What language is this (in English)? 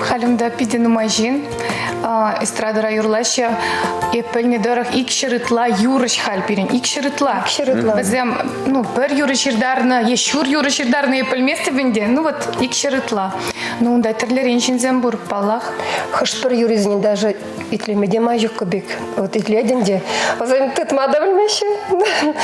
Chuvash